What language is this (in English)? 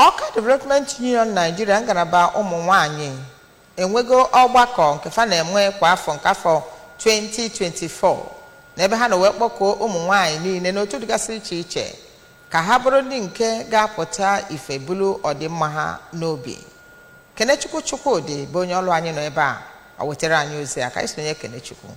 Igbo